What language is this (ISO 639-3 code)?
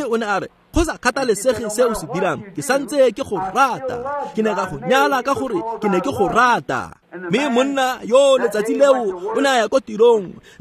tsn